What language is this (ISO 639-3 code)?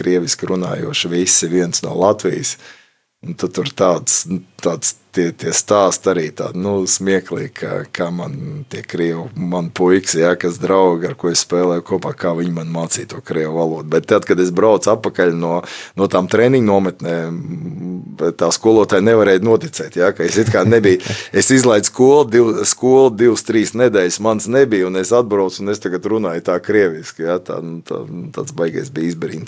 lav